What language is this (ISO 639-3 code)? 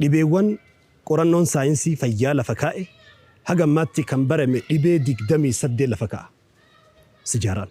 orm